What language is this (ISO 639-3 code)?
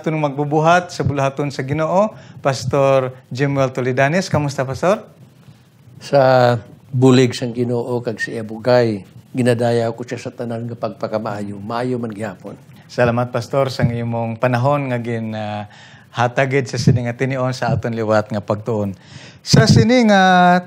hil